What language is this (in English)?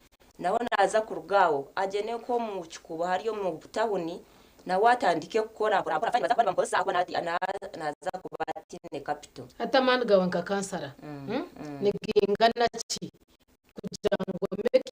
Nyankole